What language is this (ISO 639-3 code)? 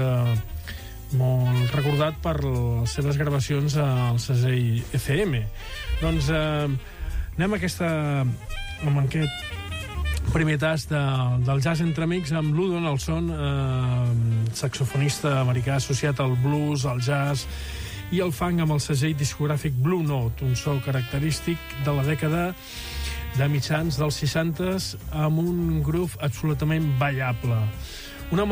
cat